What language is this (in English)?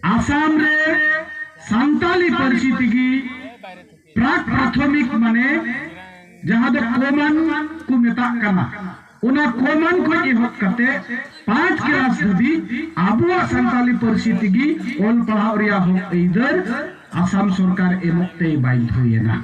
Santali